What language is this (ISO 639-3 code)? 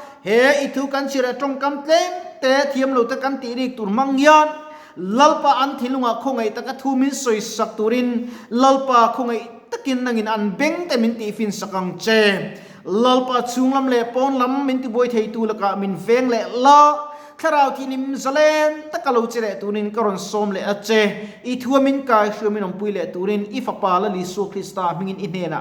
lus